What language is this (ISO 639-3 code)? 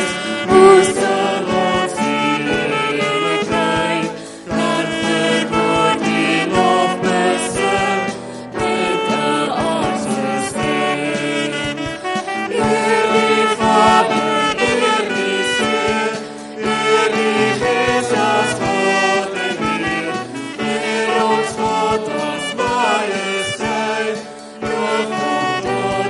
afr